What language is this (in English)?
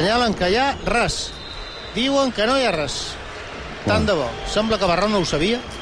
Catalan